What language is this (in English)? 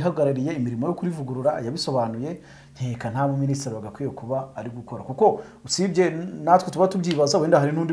Kinyarwanda